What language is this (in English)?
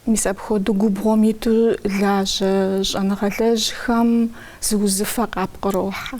Kabardian